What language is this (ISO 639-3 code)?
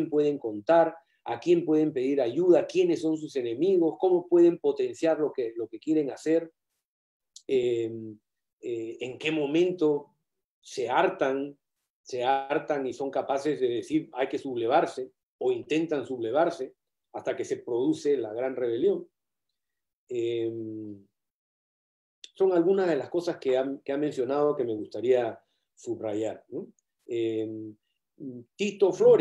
spa